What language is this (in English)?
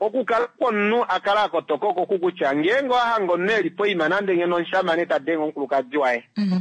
Kuanyama